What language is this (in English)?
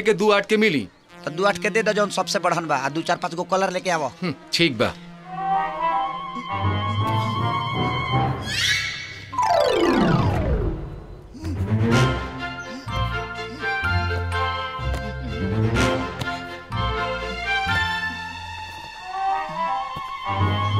Bhojpuri